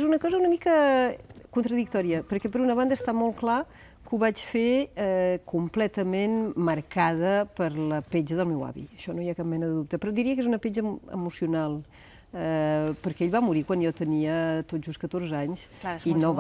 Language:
Catalan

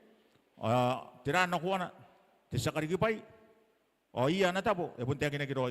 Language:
Gilbertese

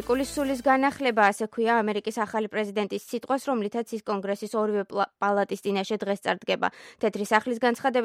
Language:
Georgian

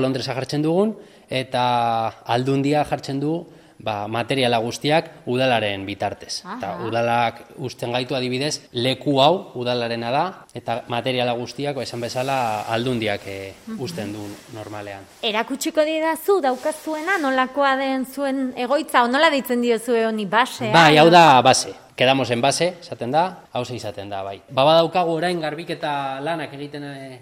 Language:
Basque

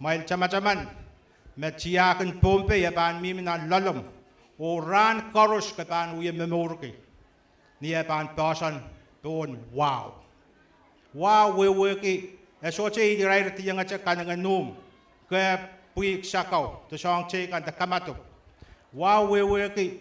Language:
Pohnpeian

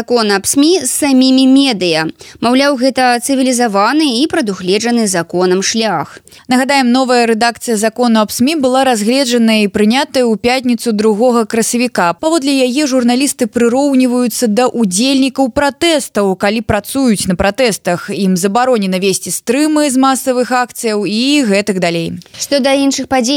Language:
Belarusian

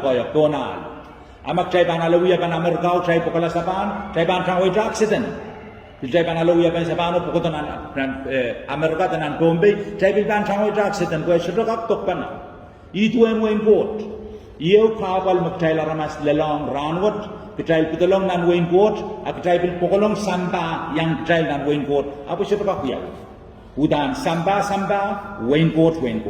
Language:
Pohnpeian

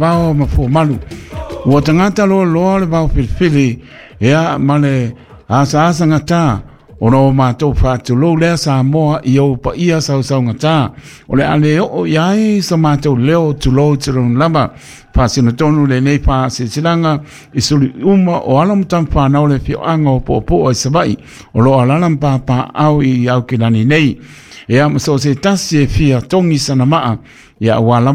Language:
Samoan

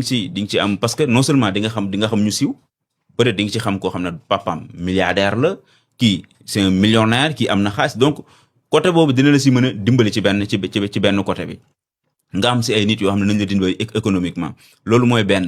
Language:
Wolof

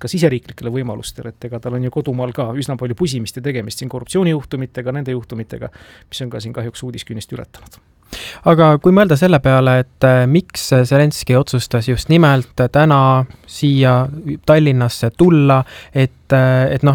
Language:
Estonian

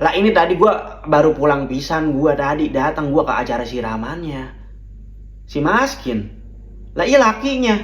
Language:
Betawi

